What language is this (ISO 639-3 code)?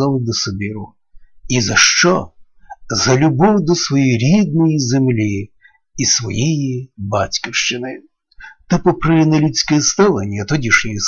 ukr